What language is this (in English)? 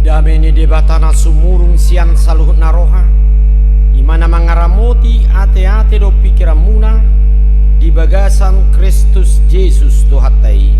Batak Toba